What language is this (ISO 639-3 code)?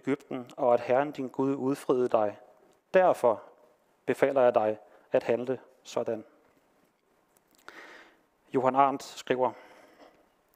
dan